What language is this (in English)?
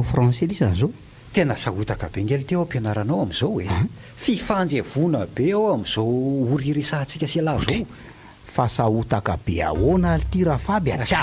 Malagasy